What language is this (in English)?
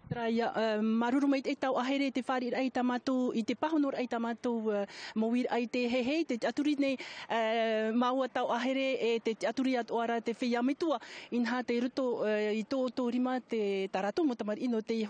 Tahitian